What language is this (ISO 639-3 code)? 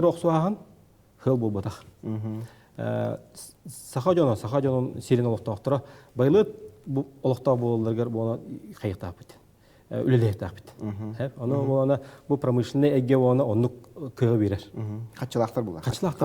sah